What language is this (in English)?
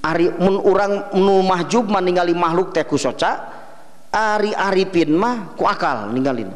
Sundanese